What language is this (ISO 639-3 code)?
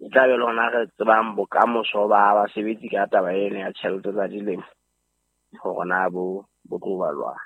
sot